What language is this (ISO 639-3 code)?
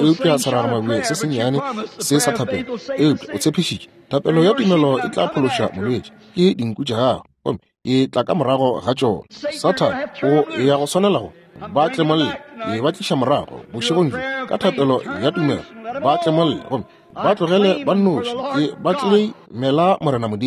nso